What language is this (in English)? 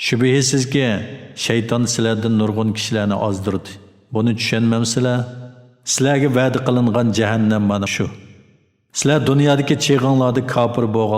Uyghur